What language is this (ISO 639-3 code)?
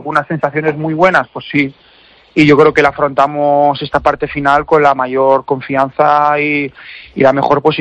spa